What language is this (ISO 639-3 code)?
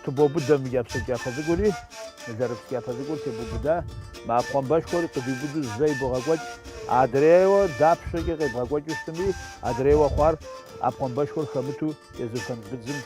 kbd